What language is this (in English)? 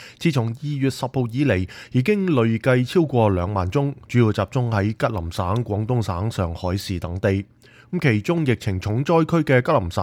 Cantonese